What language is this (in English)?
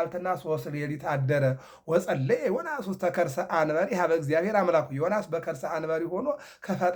Amharic